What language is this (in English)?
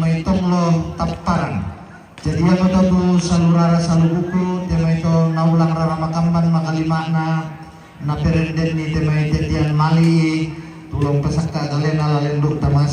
Toraja-Sa'dan